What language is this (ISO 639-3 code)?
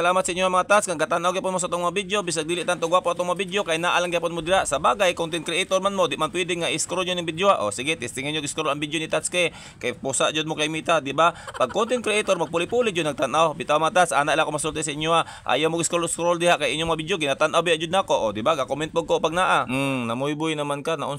ceb